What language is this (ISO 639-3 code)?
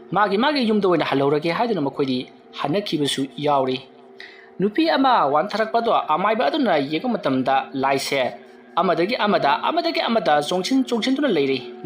mni